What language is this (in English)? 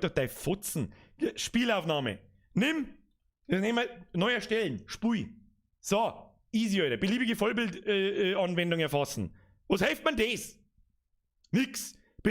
Bavarian